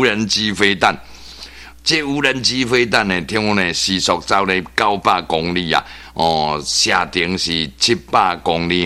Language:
Min Nan Chinese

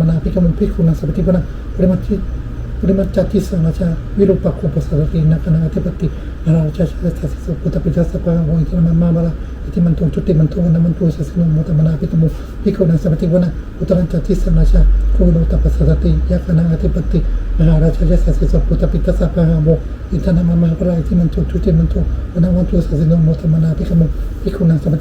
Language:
Pali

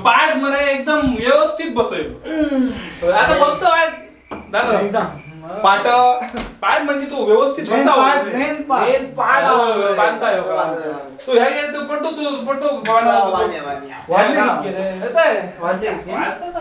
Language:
Konkani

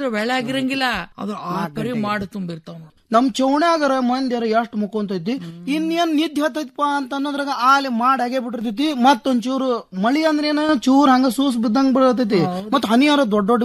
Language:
Kannada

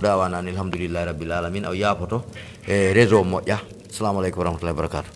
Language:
Fula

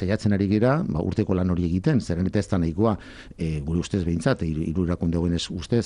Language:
Basque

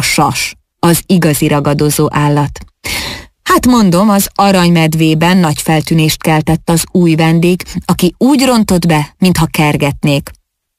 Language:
Hungarian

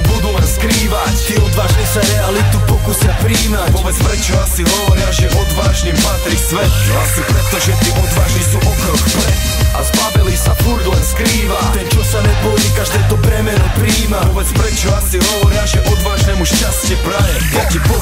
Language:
Slovak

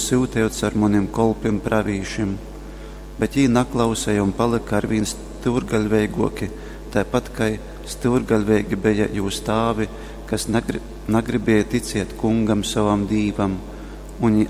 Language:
Latgalian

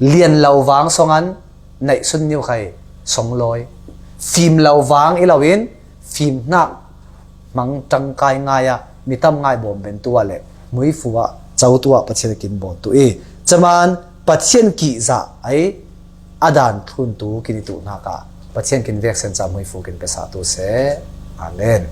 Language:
Falam Chin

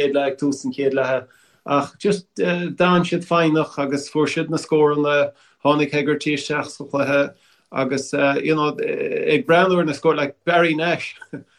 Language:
Irish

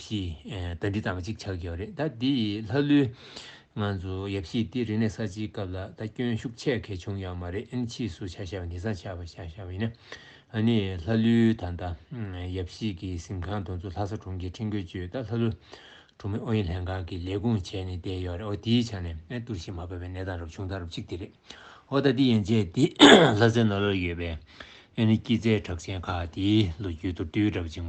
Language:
Tibetan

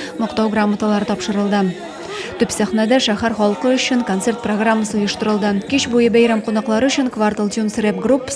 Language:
Tatar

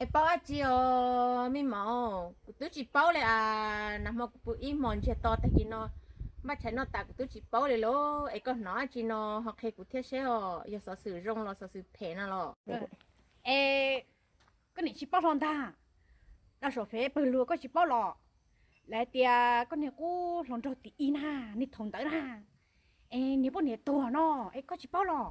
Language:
Hmong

